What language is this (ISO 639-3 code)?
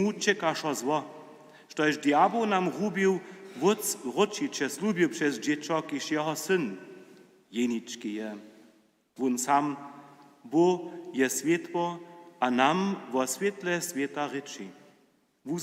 hsb